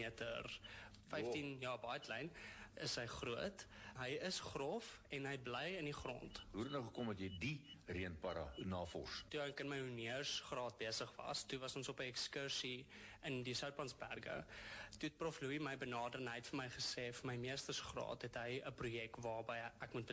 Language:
Afrikaans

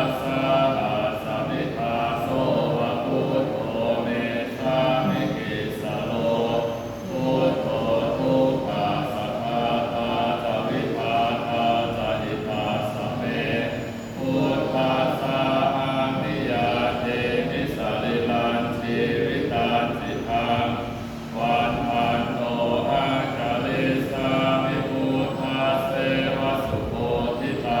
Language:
Pali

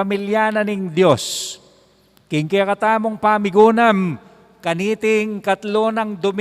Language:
Pampanga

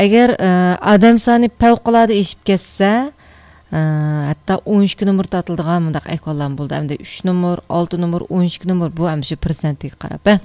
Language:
Uyghur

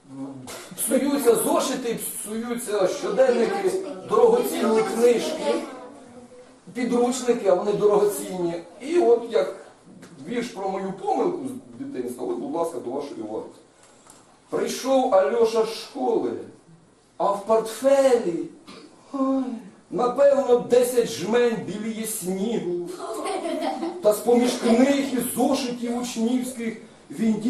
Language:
Ukrainian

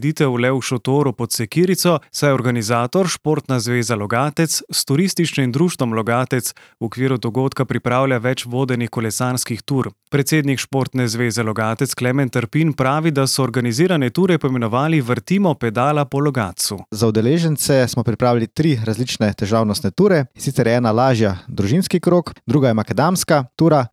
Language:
Slovenian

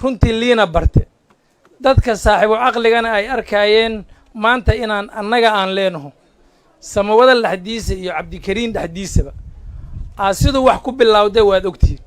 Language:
Somali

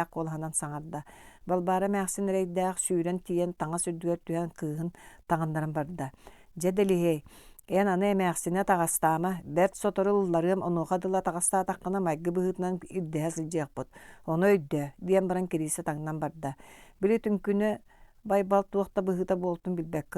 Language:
Yakut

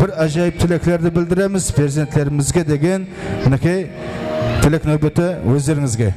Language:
Kara-Kalpak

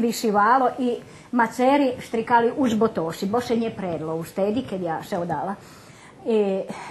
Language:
Rusyn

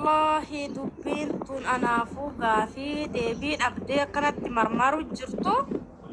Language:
Oromo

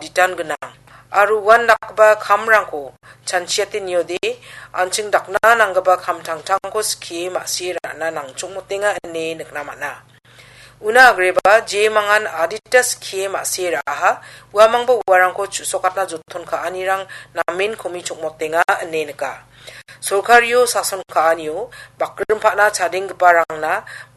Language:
Garo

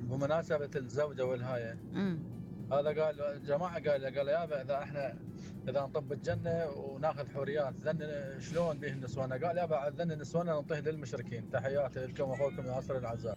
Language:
Mesopotamian Arabic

